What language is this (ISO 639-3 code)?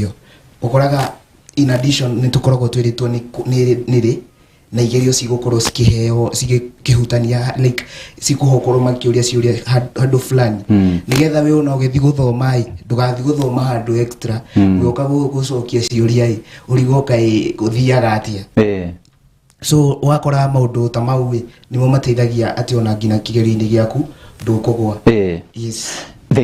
kik